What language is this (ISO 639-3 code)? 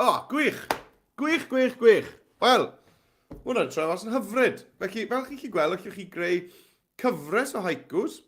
cym